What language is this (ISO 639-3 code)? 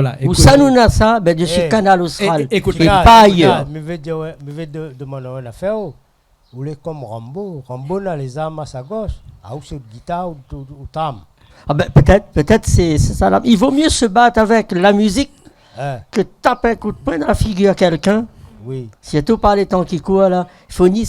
rcf